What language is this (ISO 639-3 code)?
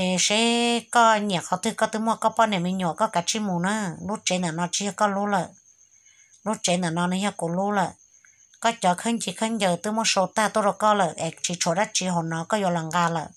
hmn